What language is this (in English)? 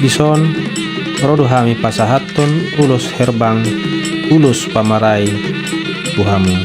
Batak Toba